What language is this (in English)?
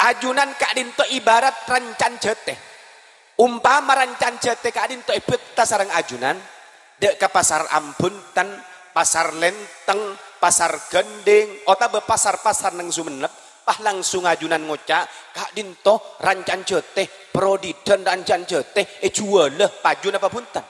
Madurese